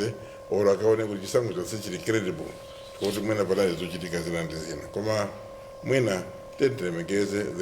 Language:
Nyanja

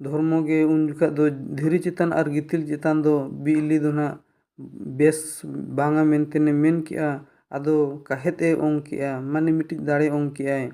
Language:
Santali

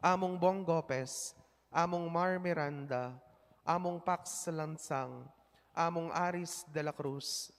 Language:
Pampanga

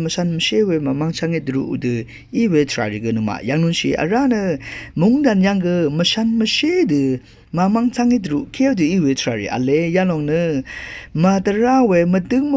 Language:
Rawang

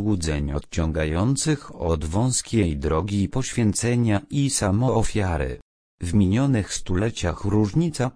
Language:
Polish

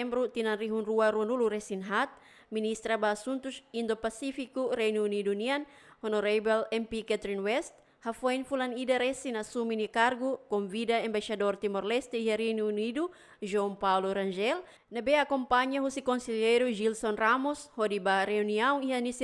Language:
Tetum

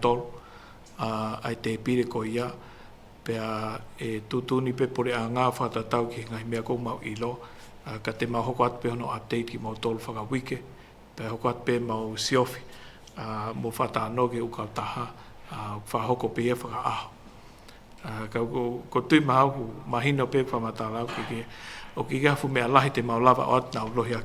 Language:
Tongan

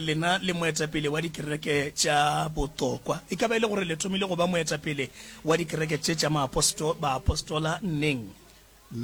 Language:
Northern Sotho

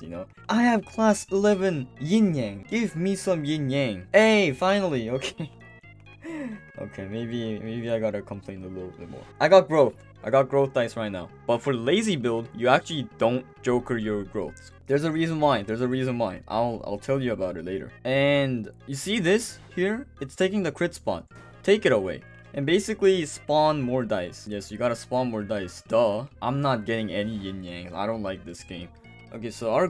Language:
English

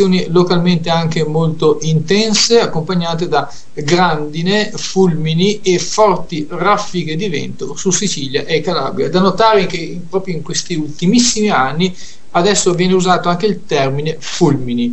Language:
Italian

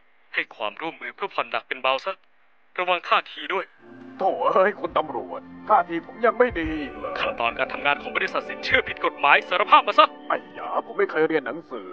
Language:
Thai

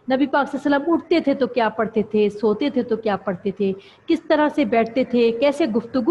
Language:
Urdu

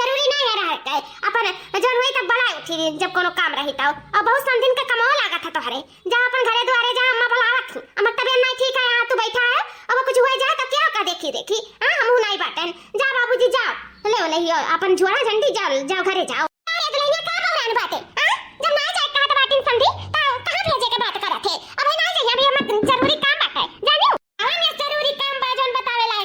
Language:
Awadhi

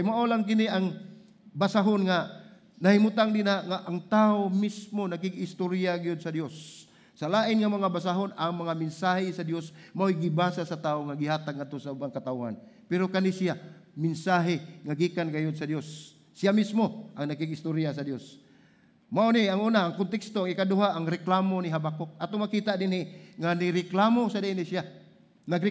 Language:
Cebuano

